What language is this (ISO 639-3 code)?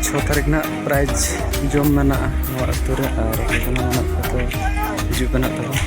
sat